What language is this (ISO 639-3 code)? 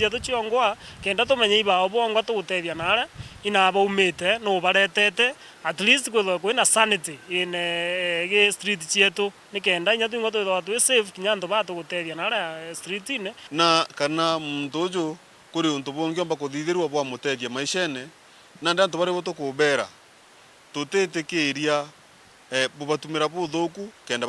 mer